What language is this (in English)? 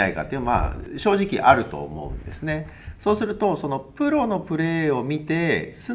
Japanese